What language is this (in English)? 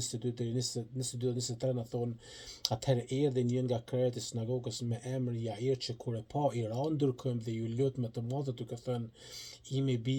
Albanian